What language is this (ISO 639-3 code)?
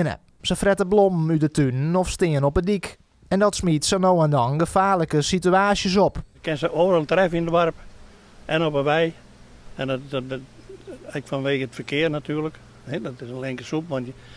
fry